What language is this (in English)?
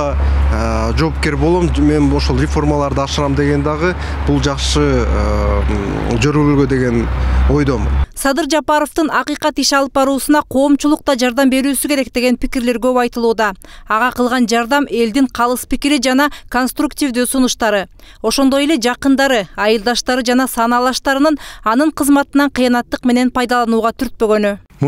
Kyrgyz